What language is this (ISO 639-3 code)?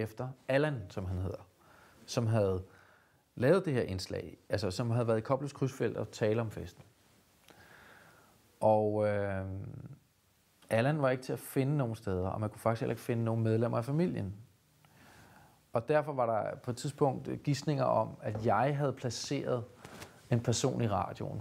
dan